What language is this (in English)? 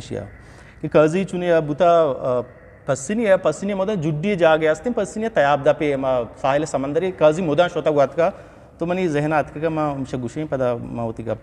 Eastern Balochi